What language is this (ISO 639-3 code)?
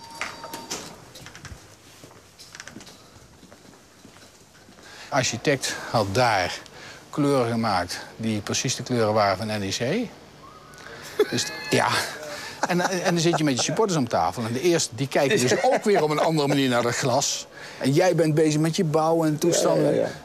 nld